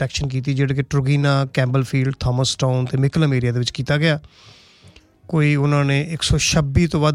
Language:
Punjabi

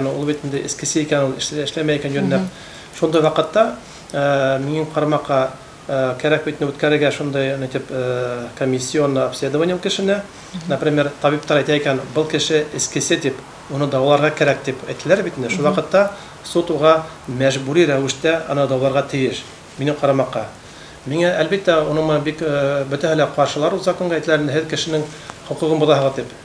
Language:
Bashkir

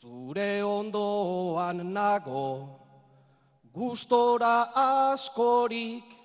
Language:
Basque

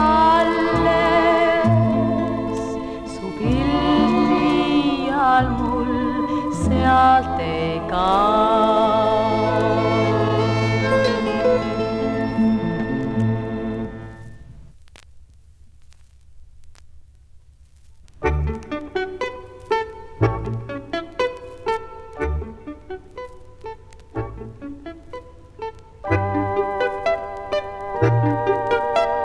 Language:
Estonian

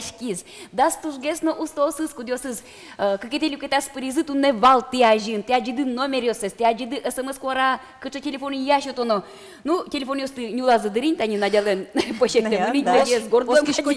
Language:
Udmurt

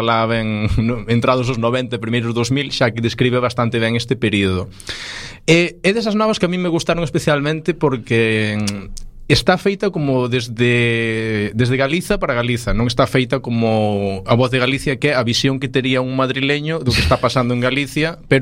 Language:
Galician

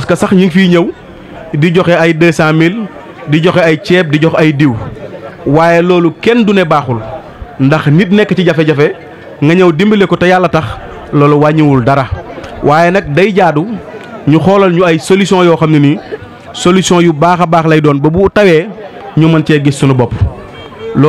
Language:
Wolof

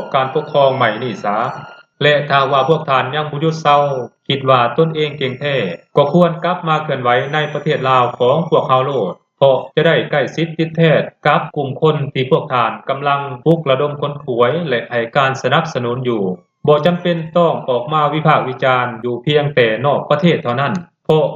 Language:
Lao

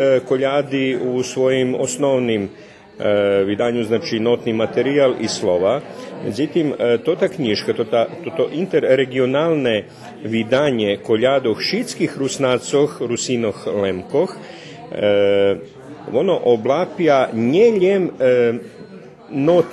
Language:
Rusyn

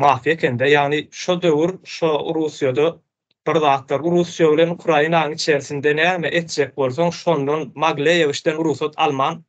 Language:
Turkmen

